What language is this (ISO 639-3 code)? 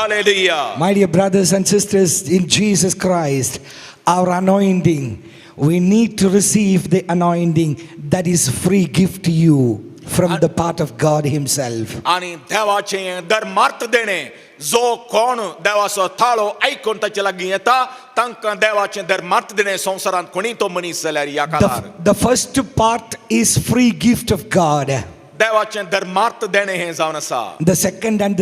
kok